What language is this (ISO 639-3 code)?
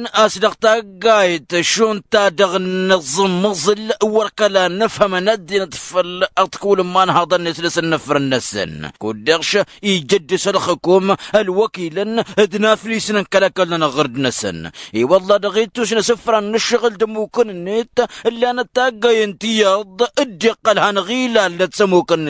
taq